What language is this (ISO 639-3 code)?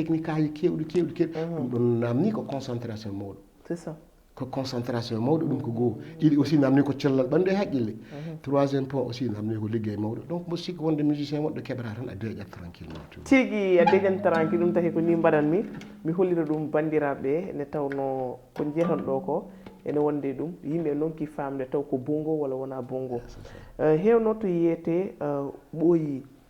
ful